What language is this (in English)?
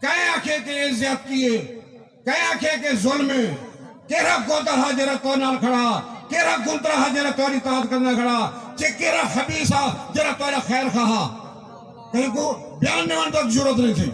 Saraiki